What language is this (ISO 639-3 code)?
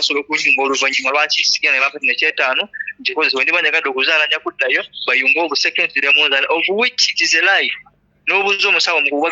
lug